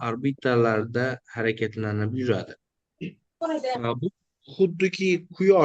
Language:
Uzbek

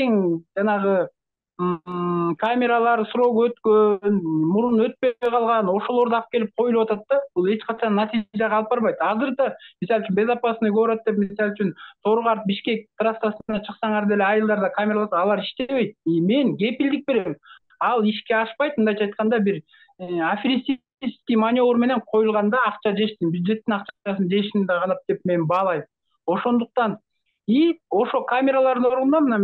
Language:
Kyrgyz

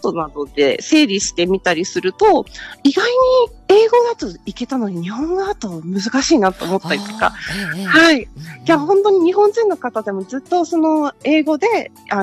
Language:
Japanese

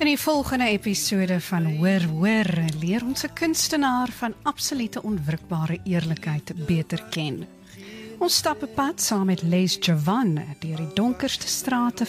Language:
Afrikaans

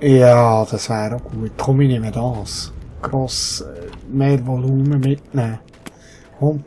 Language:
Swiss German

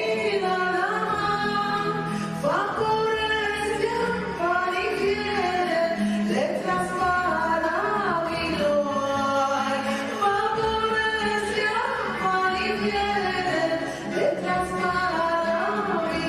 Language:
Ladino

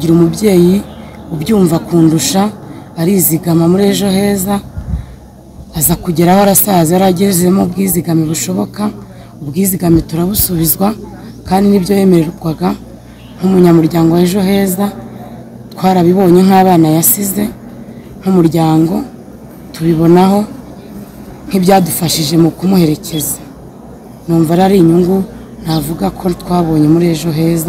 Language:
Kinyarwanda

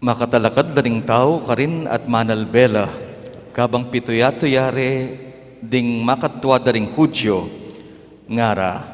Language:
Pampanga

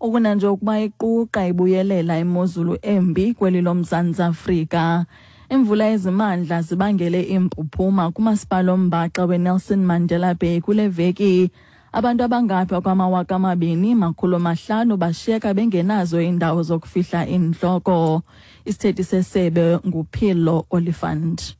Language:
Xhosa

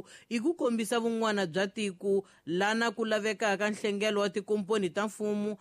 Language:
Tsonga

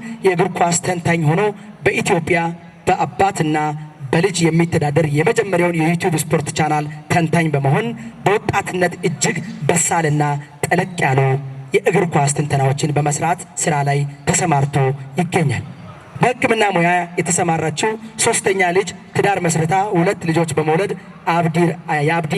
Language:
Amharic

